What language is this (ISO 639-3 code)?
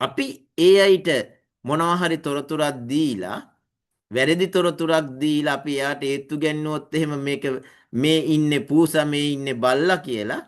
sin